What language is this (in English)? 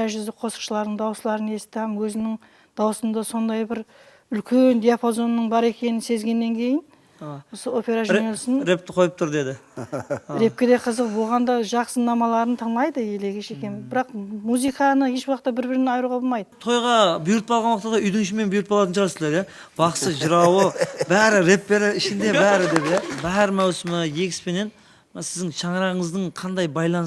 Kara-Kalpak